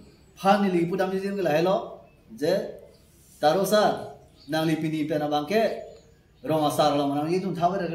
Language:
Karbi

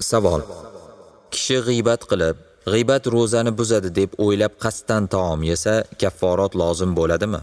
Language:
Uzbek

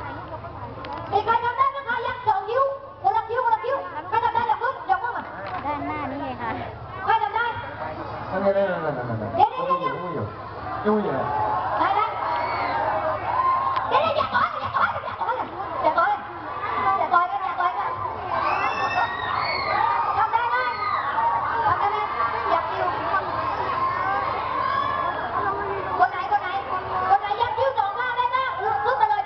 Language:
Thai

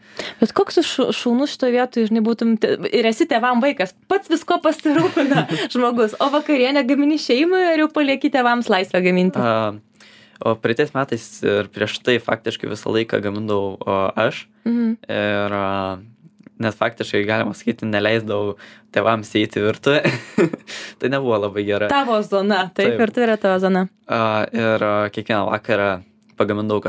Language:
Lithuanian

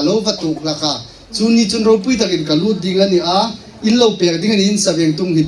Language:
Hmar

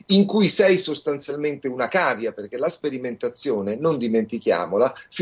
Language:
Italian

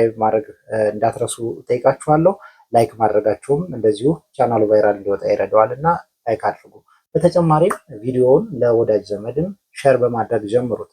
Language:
Amharic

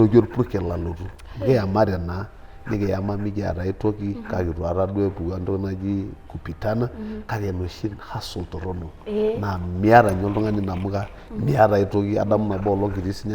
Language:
Masai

